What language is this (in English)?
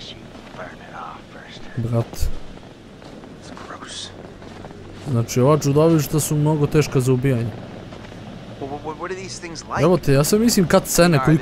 Croatian